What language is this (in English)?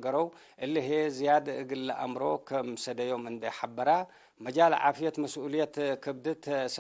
Tigre